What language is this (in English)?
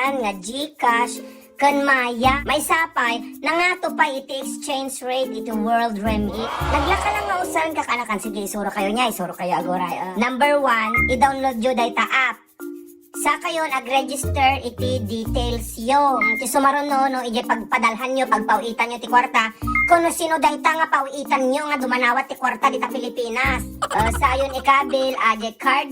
Iloko